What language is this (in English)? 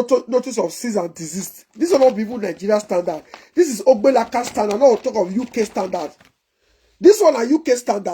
Nigerian Pidgin